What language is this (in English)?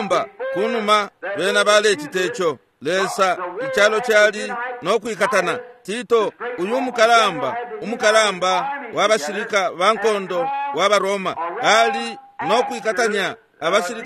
Bemba